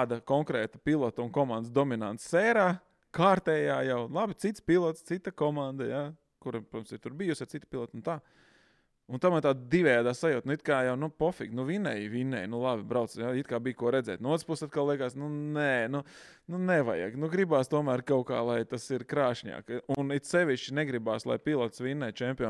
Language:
Latvian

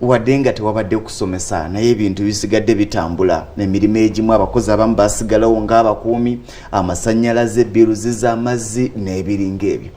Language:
Ganda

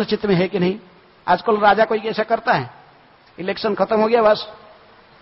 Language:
Hindi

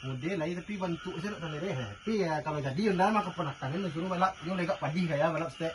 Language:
Minangkabau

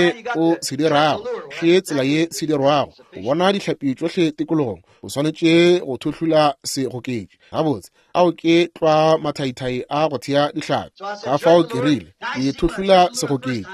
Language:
Northern Sotho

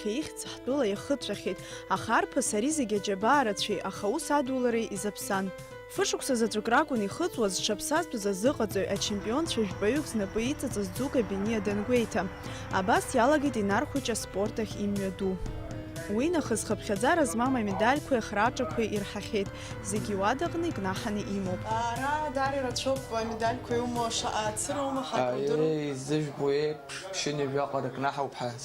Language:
Abkhazian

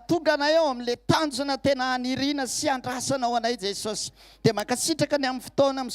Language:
Malagasy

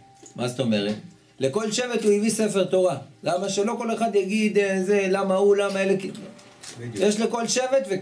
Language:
Hebrew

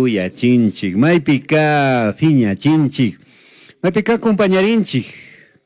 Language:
Chimborazo Highland Quichua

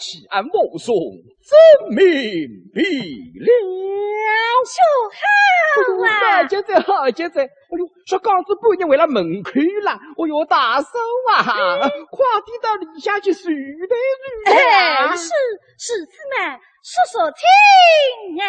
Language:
Wu Chinese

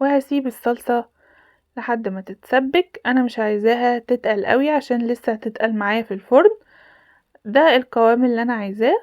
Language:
Egyptian Arabic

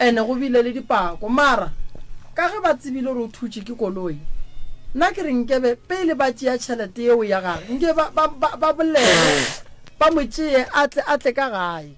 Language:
Northern Sotho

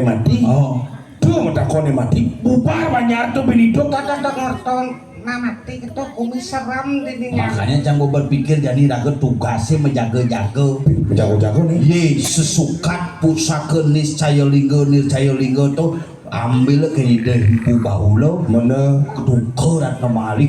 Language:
Balinese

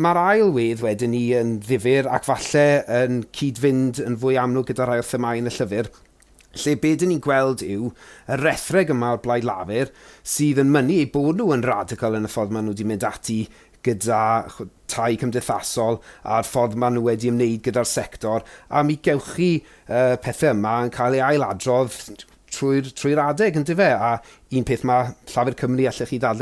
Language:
Welsh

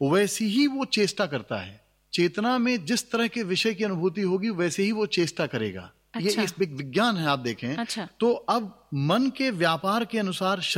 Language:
Hindi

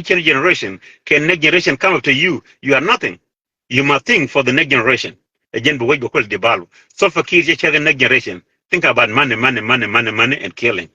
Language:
Nuer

